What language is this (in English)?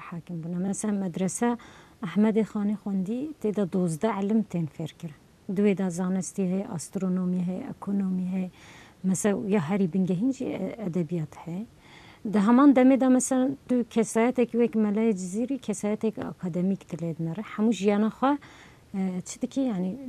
Kurdish